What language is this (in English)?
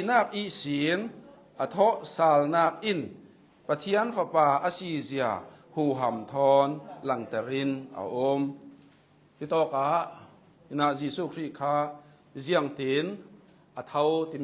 Hakha Chin